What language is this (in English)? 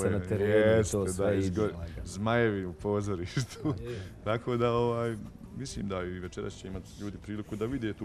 Bosnian